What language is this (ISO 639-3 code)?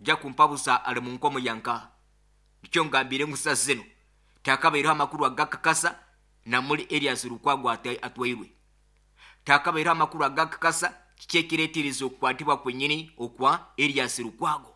nyo